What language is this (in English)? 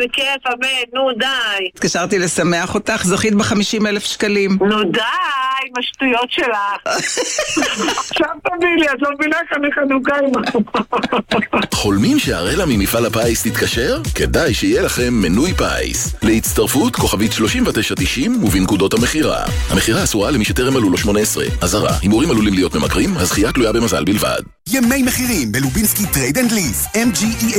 Hebrew